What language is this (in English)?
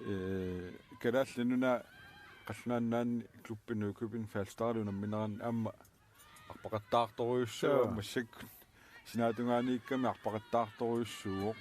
Kalaallisut